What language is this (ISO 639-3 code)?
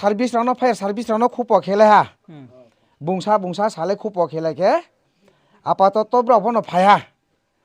ria